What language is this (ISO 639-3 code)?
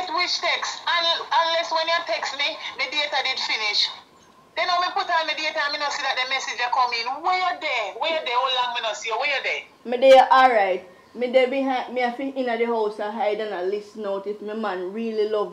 jam